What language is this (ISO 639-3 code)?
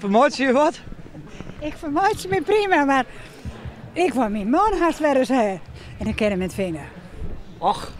fry